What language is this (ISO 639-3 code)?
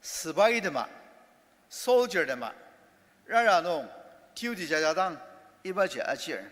njo